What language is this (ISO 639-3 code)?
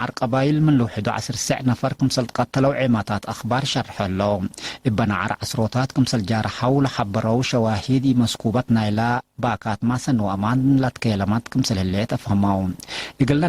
tig